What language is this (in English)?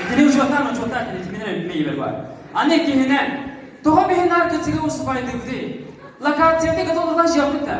Yakut